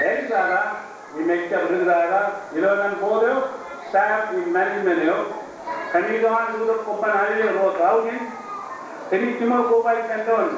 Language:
Marshallese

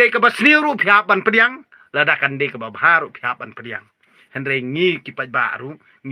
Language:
Khasi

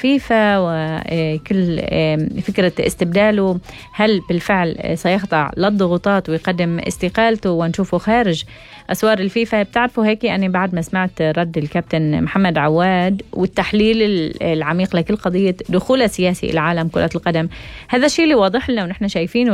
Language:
North Levantine Arabic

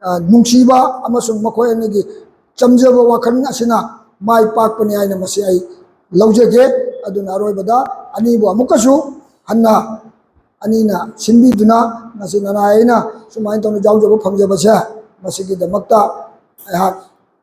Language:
Manipuri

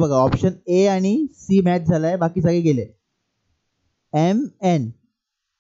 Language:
Marathi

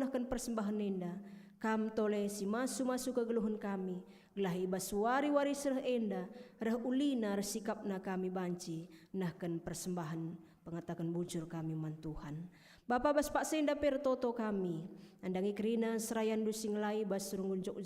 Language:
Batak Karo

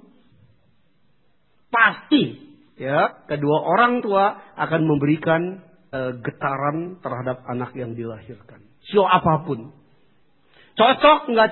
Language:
Indonesian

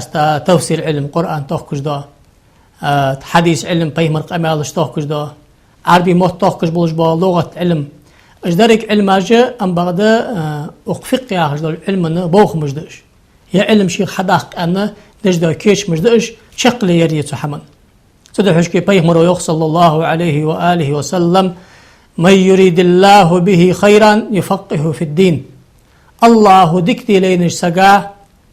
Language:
Ingush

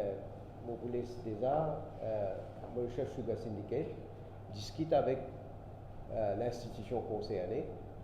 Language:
Morisyen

